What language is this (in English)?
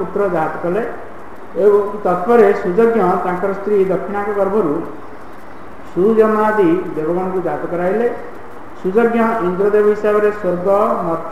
Odia